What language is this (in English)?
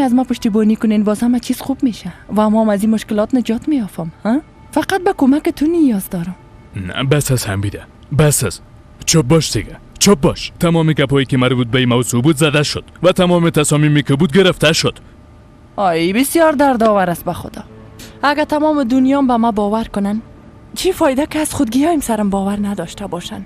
Persian